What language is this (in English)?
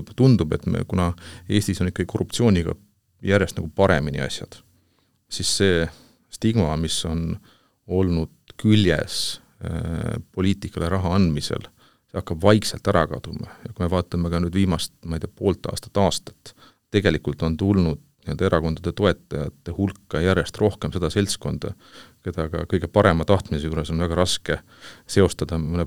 Estonian